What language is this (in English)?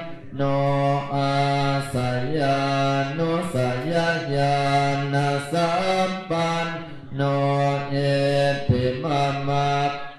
Pali